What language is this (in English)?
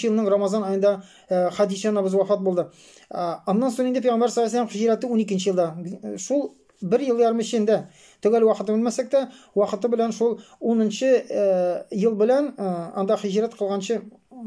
Tatar